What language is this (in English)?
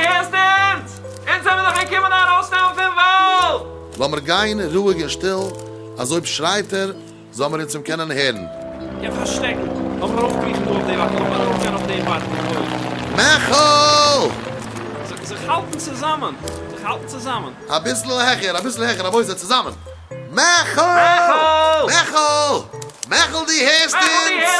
Yiddish